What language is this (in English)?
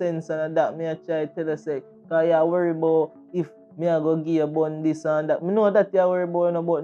Jamaican Creole English